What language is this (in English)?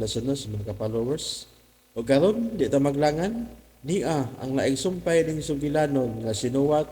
Cebuano